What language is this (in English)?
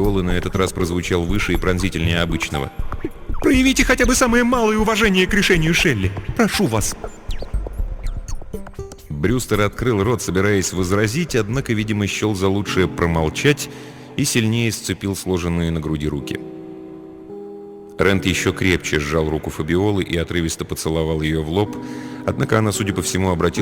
Russian